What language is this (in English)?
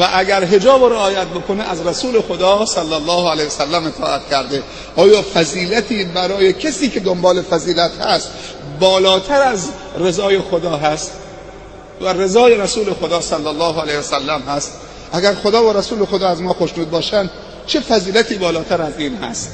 Persian